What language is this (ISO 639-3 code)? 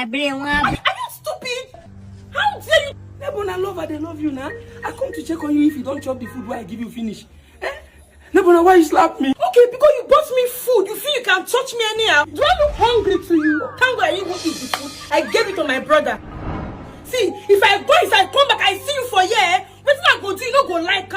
pcm